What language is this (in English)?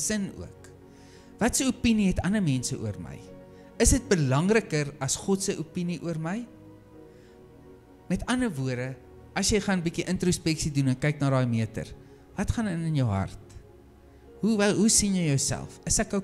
Afrikaans